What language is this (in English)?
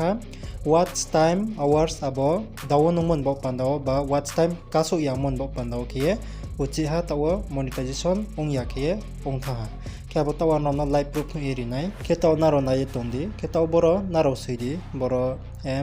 Riang (India)